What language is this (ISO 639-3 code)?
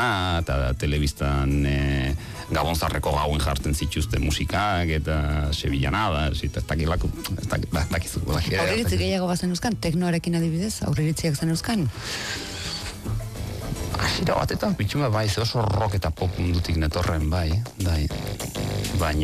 eus